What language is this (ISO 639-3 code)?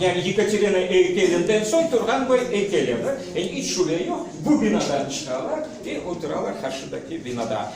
crh